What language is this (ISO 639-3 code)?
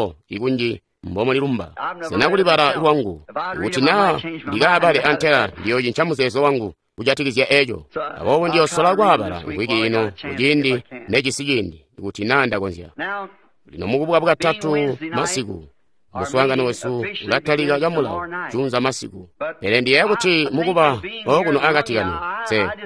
toi